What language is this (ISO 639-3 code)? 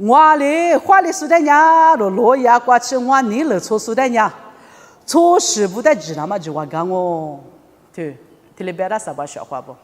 lis